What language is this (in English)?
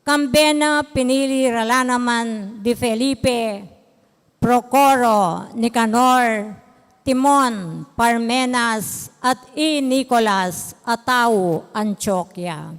Pampanga